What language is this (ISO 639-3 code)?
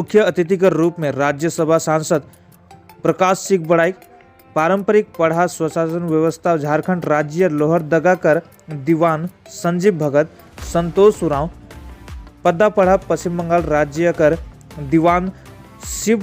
sck